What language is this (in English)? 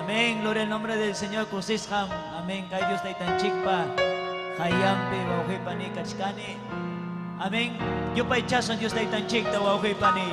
Ayacucho Quechua